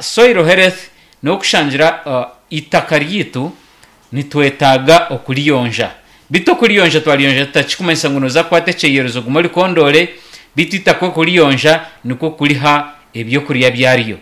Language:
Nyankole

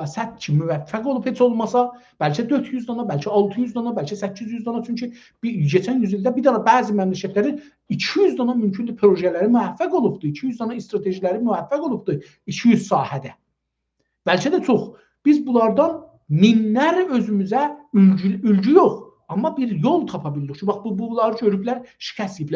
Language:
South Azerbaijani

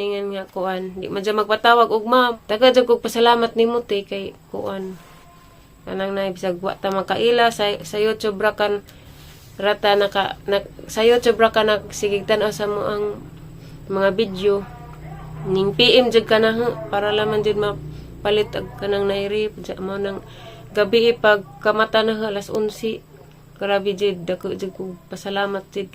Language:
Cebuano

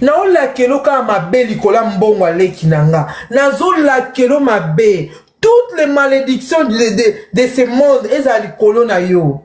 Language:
Lingala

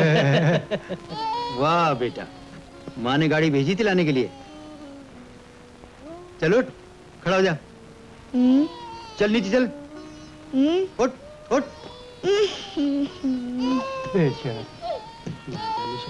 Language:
Hindi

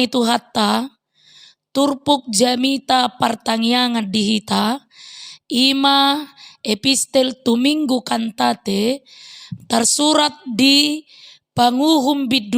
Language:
Batak Toba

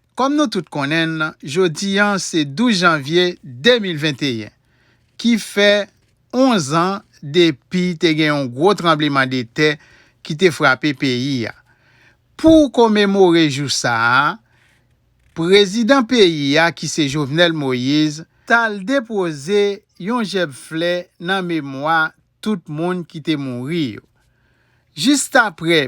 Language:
Haitian Creole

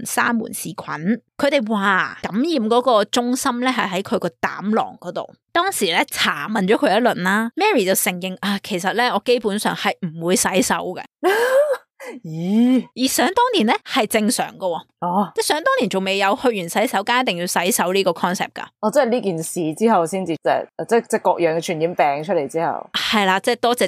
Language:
Cantonese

